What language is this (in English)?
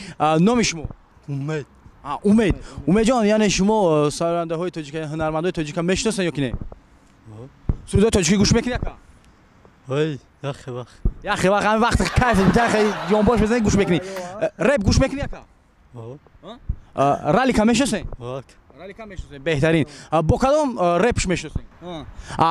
Tajik